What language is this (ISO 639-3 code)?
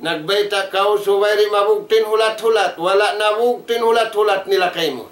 tsg